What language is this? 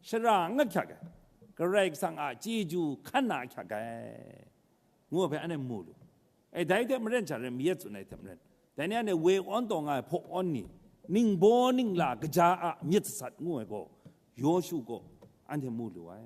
Kachin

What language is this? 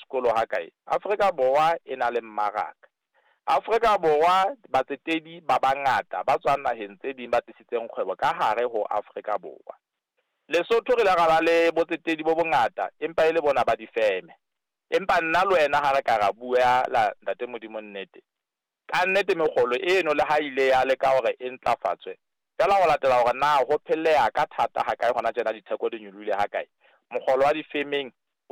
Southern Sotho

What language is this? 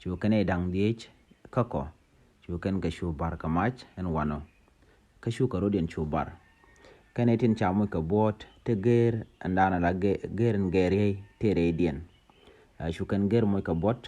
Nuer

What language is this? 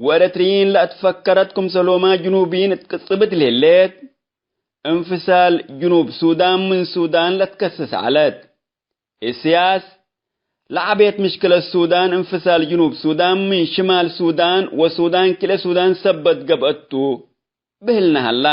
Tigre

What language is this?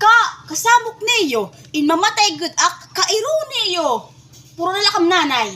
Waray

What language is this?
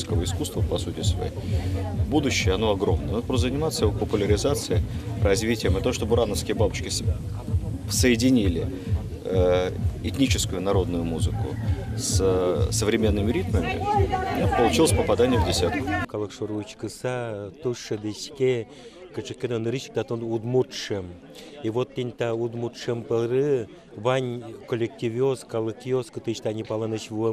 Udmurt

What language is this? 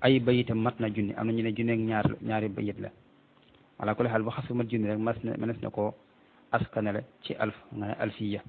Wolof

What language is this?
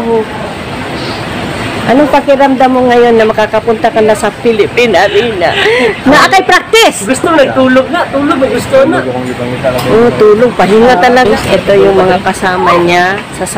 Filipino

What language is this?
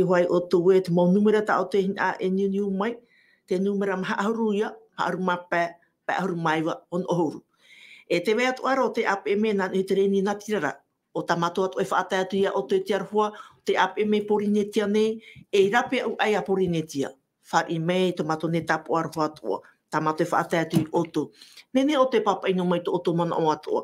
Tahitian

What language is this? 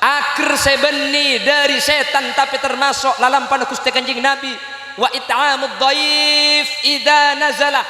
Madurese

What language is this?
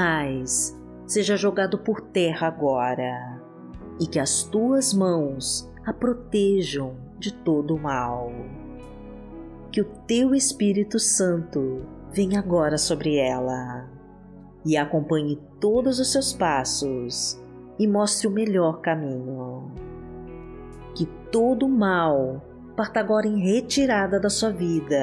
Portuguese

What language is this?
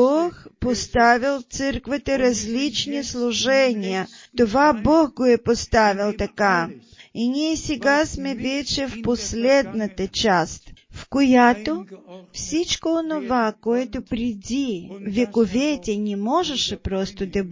Bulgarian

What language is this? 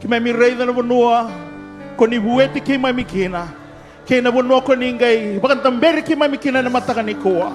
Fijian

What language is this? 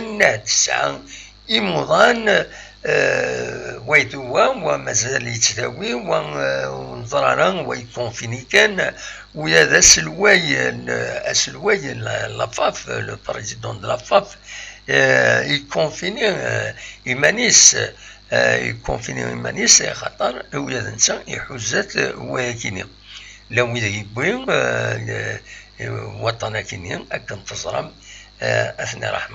Kabyle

